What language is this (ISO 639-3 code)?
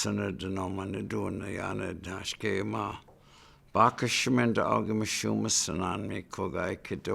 ciw